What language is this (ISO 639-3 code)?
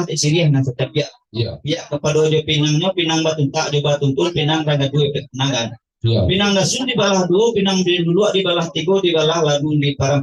min